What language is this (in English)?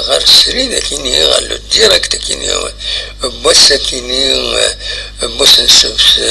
Kabyle